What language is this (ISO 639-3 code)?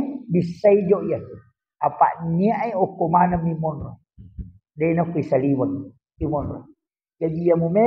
bug